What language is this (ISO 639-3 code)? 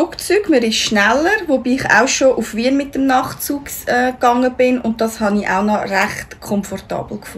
gsw